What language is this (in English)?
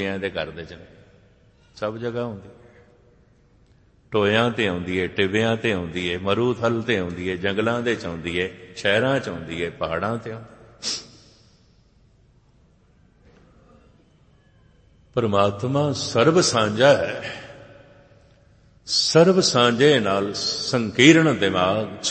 Punjabi